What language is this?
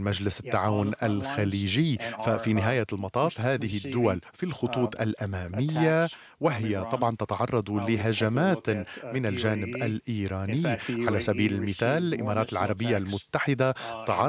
Arabic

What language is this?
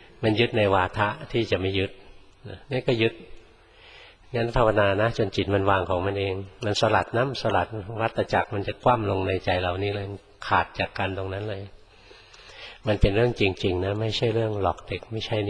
Thai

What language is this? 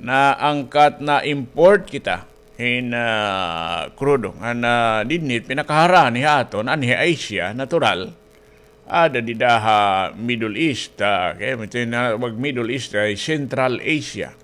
Waray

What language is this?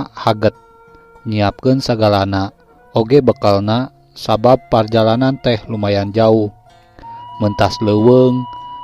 Sundanese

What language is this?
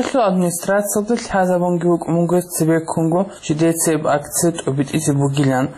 Avaric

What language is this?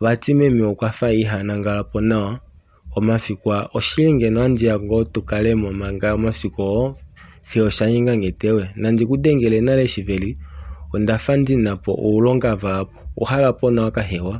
Kuanyama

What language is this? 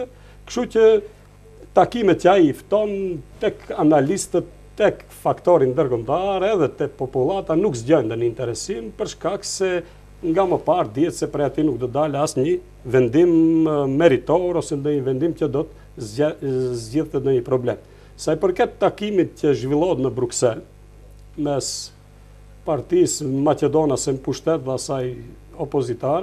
Albanian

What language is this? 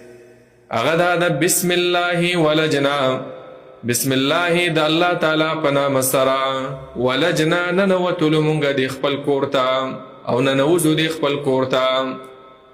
Pashto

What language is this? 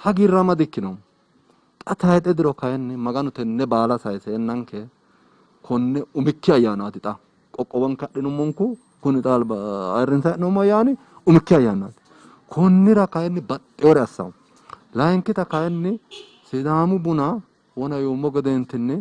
Sidamo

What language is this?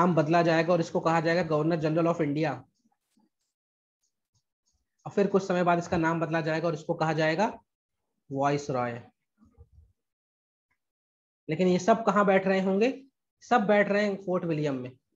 Hindi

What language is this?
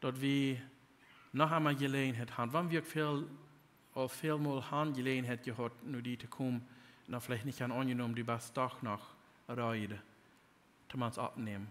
Plautdietsch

